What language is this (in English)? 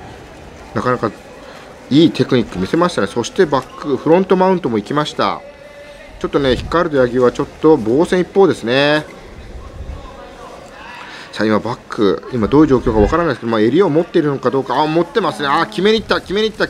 Japanese